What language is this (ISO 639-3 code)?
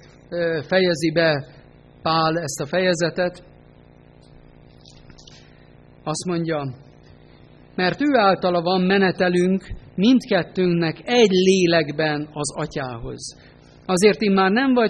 hun